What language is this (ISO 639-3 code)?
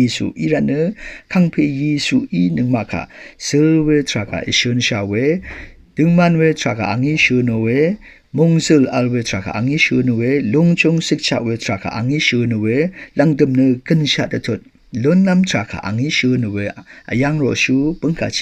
raw